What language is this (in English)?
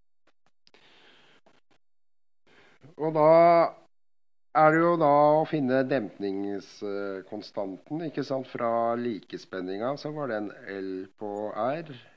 Norwegian